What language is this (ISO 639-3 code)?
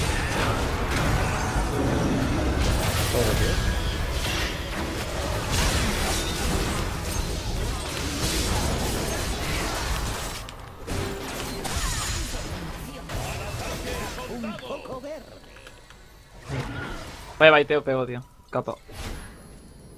spa